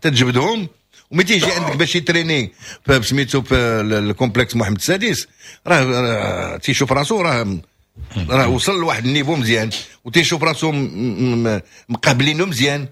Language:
Moroccan Arabic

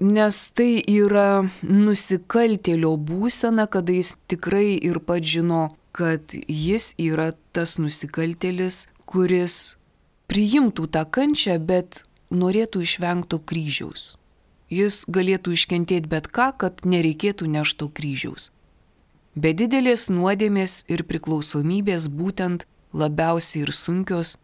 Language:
Lithuanian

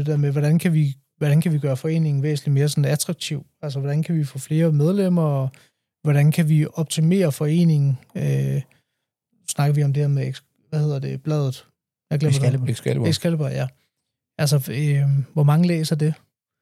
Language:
Danish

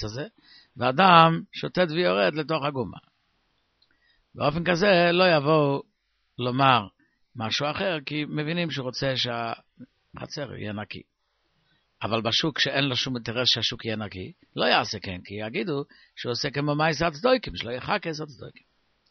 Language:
Hebrew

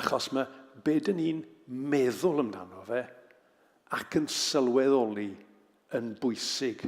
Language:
Welsh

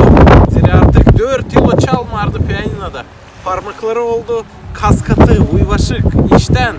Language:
Gagauz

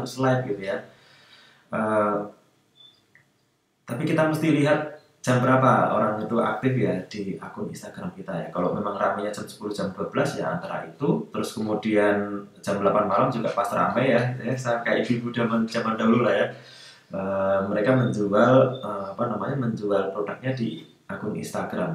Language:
Indonesian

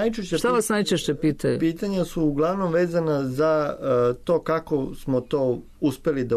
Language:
Serbian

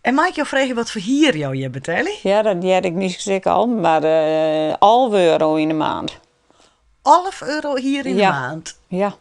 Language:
Western Frisian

